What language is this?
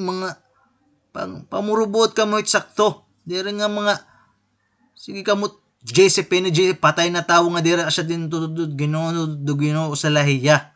Waray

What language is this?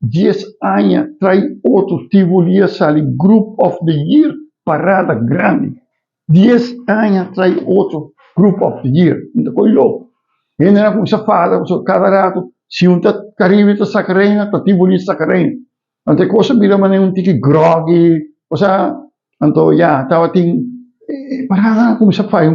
Papiamento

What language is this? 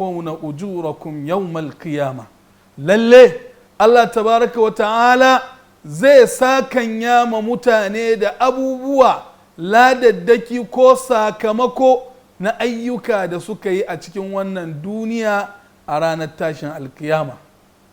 Hausa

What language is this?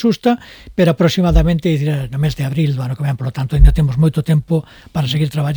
Galician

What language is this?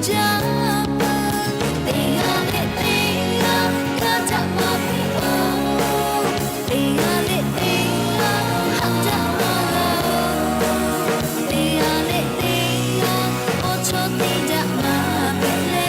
Lahu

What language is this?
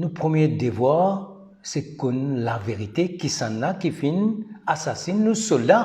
Morisyen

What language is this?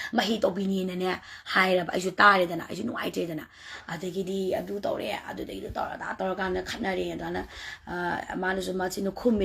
Manipuri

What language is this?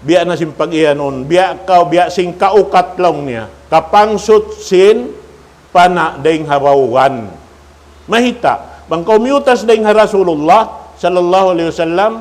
Tausug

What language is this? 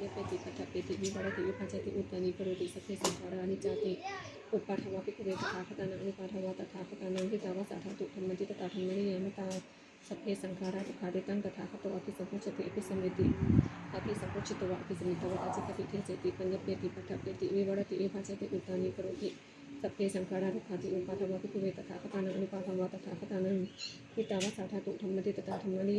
Pali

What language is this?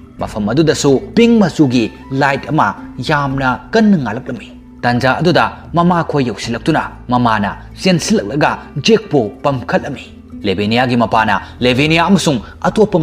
Manipuri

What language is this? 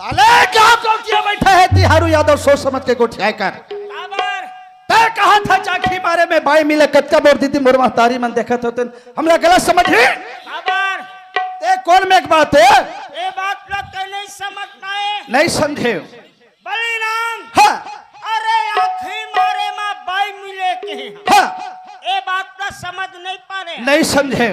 Chhattisgarhi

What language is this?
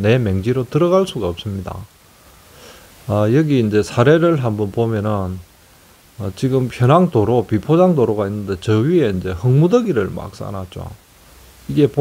Korean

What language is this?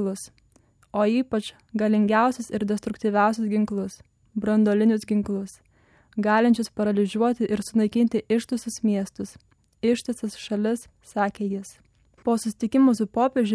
Lithuanian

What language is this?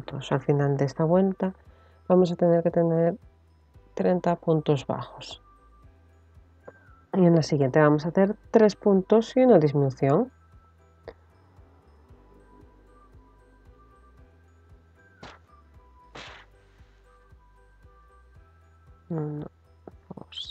Spanish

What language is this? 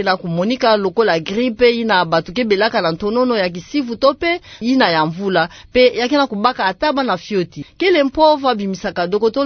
Kituba (Democratic Republic of Congo)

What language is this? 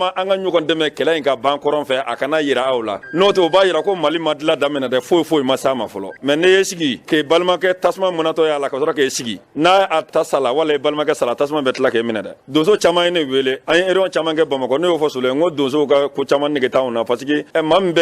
Bambara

